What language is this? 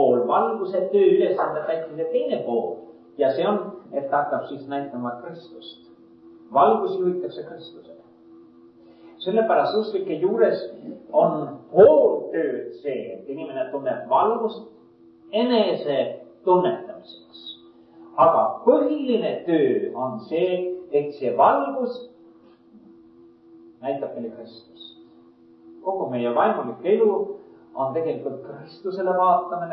Estonian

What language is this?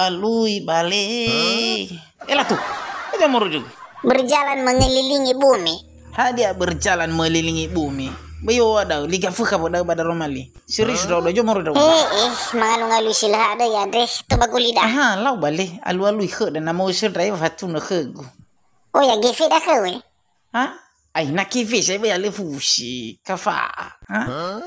Nias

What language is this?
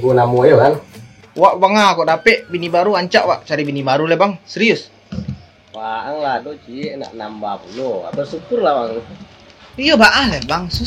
Minangkabau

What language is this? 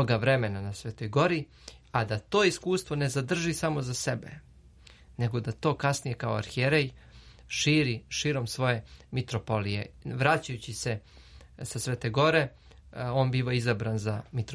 Serbian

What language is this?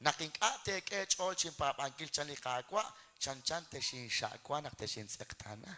Kekchí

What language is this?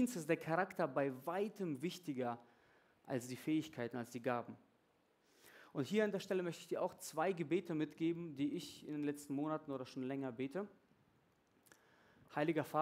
German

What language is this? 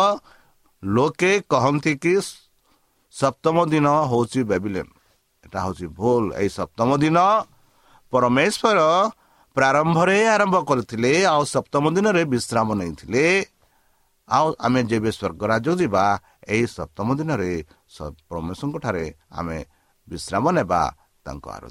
Odia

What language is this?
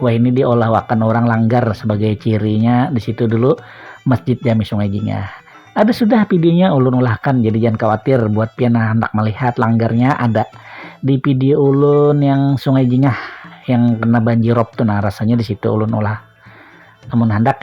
Banjar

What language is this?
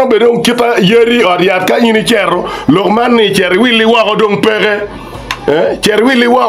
Acoli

